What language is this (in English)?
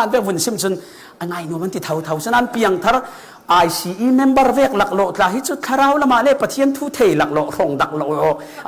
Falam Chin